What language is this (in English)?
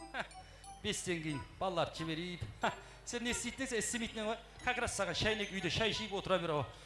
Kara-Kalpak